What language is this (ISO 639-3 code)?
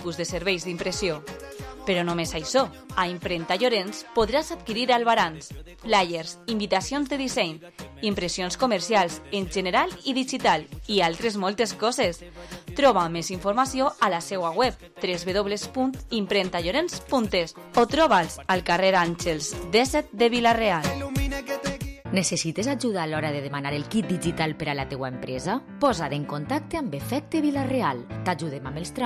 cat